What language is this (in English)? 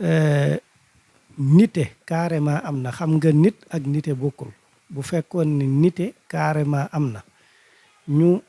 Wolof